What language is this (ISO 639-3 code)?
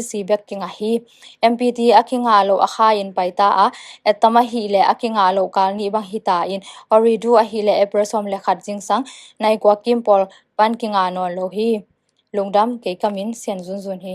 ctd